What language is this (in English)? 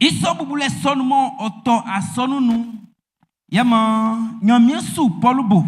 Baoulé